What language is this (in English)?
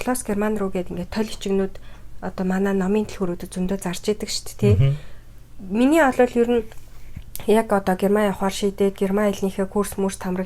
Mongolian